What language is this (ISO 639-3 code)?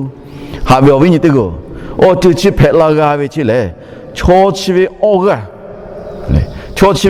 lhu